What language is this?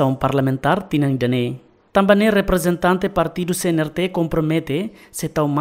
Tetum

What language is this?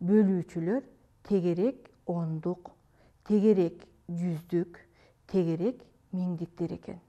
Kyrgyz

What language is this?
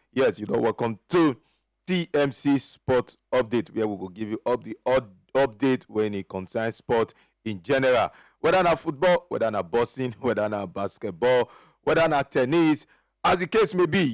Nigerian Pidgin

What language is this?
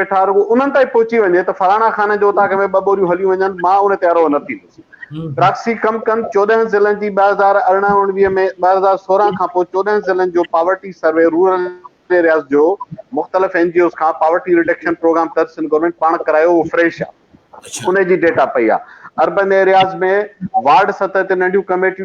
Sindhi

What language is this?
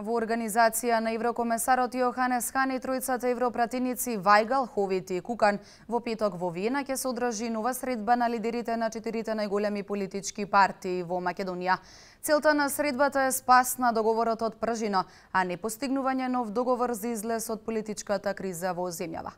Macedonian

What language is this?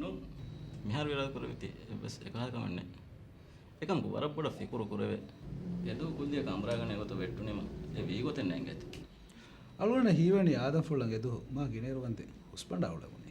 Divehi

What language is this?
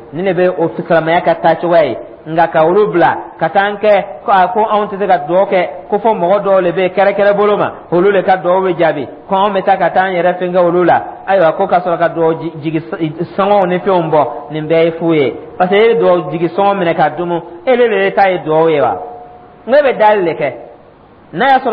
Dyula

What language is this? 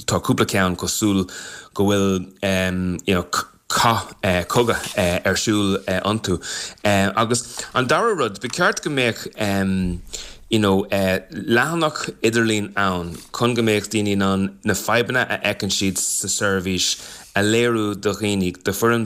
Irish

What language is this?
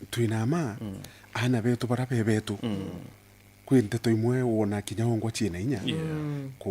Meru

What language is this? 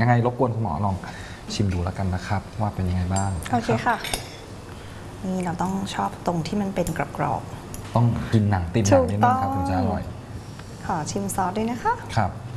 Thai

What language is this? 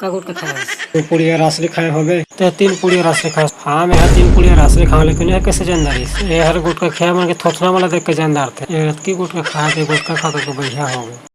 Chhattisgarhi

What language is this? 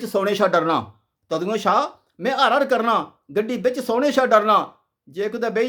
Dogri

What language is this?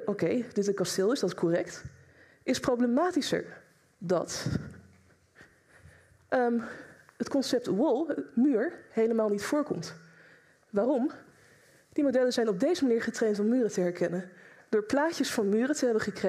Dutch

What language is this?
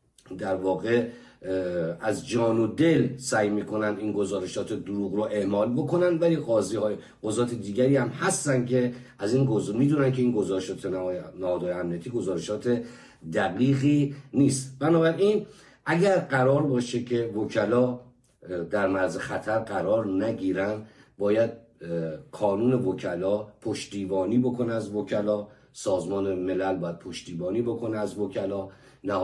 Persian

